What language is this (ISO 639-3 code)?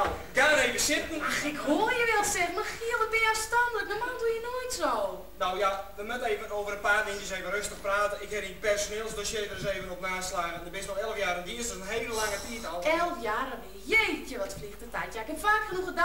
fry